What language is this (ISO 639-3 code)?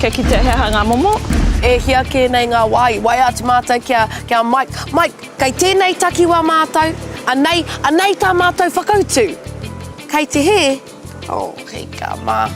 mri